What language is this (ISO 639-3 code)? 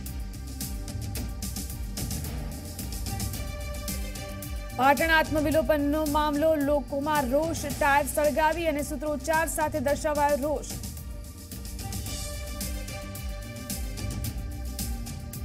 guj